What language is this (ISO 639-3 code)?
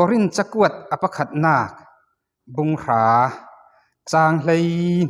cfm